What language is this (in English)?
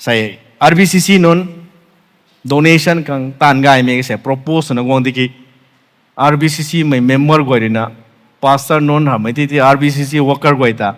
Rongmei Naga